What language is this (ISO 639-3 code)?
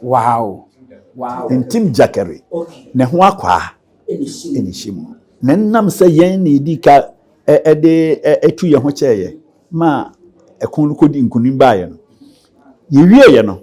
aka